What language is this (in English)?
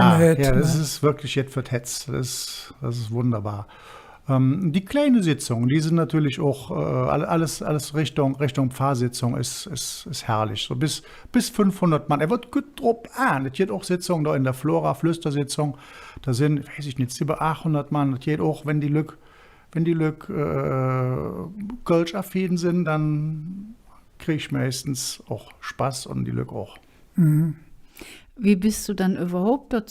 Colognian